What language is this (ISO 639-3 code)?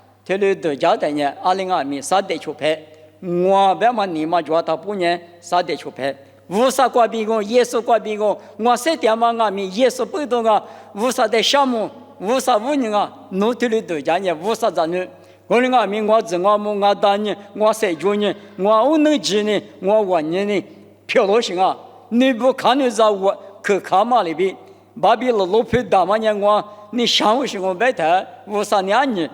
lis